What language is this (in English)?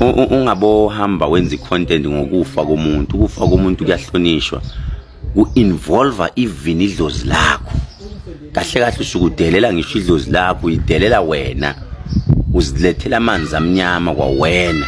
Zulu